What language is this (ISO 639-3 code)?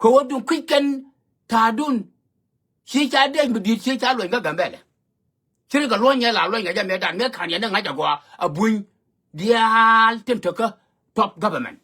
nus